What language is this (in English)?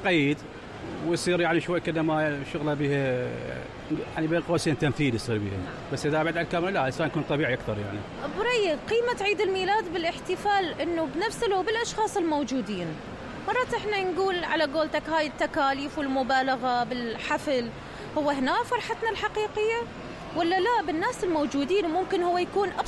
Mesopotamian Arabic